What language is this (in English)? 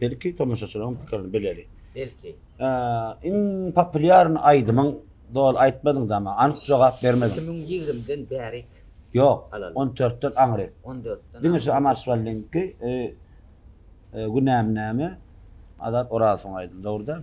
Turkmen